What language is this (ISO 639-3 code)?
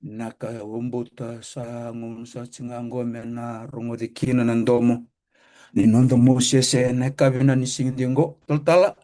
fij